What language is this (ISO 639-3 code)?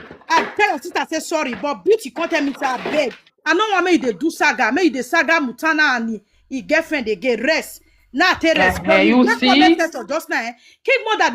pcm